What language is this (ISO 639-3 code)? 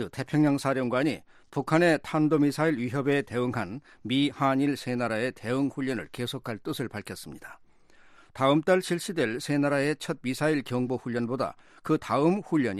kor